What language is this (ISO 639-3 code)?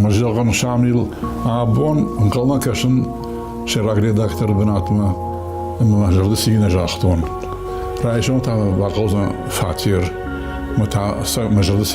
oss